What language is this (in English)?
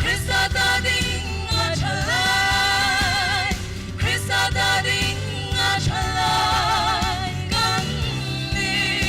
Hmar